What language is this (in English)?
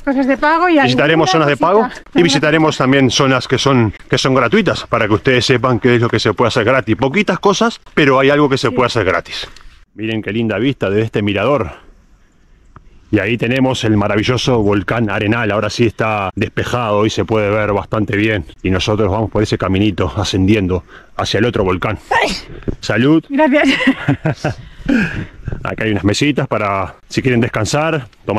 Spanish